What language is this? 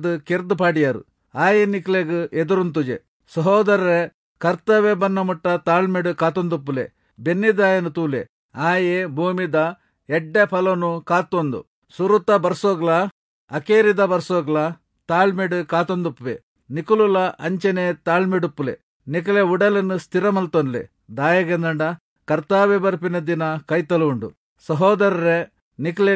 Tulu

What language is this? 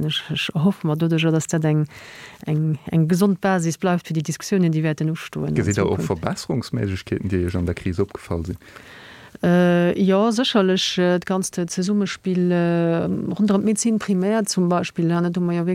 Luxembourgish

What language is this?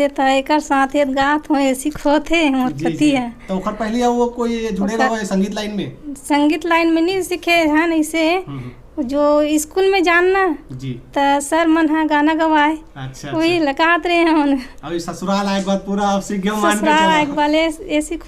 Chhattisgarhi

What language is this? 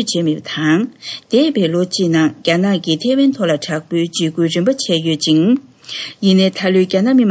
Tibetan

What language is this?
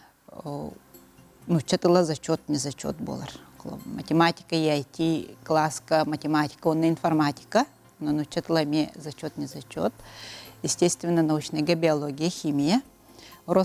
Yakut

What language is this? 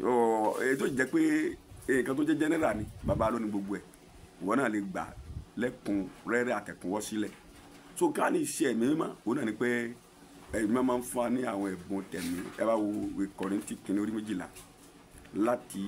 Yoruba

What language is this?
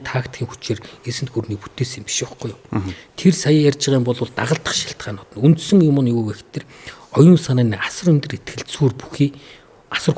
Mongolian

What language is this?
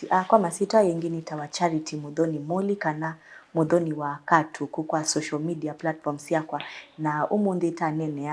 Kamba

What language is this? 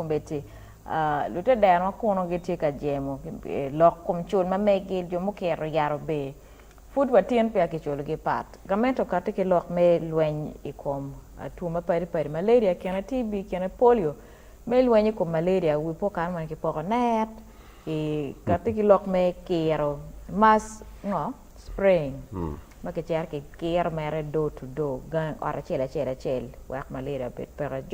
Acoli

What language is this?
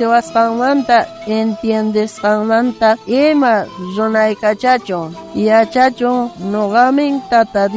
South Bolivian Quechua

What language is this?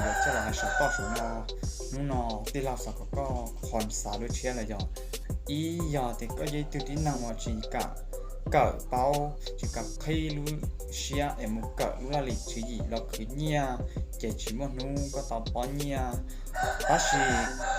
Hmong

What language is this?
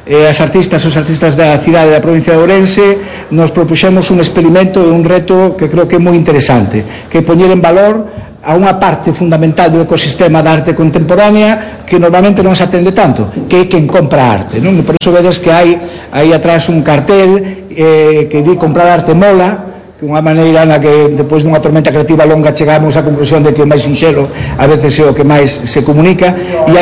Galician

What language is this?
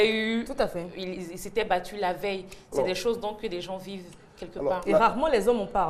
French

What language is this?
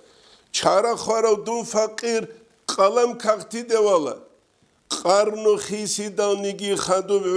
Avaric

